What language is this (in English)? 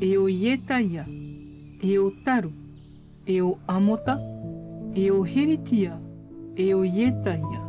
Tahitian